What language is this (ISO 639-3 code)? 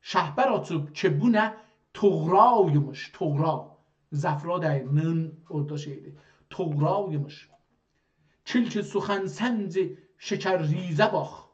azb